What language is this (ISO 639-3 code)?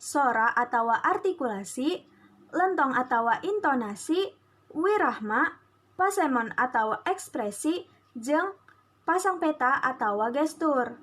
sun